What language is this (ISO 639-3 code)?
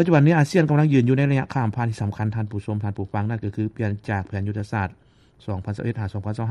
lao